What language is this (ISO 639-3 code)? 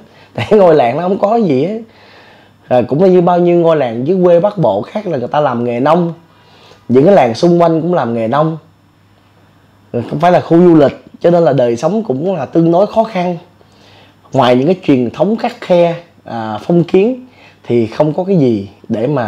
vie